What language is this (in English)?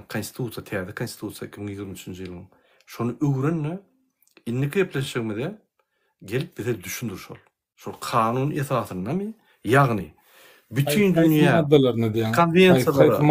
Turkmen